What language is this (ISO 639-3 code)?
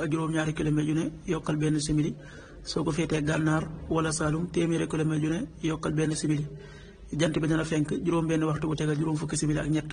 wol